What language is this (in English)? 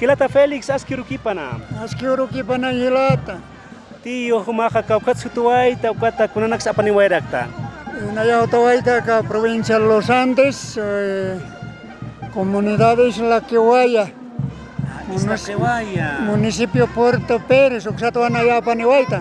Aymara